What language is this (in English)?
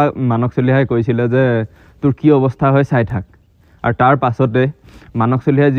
Assamese